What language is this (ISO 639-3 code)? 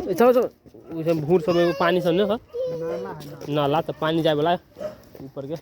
mai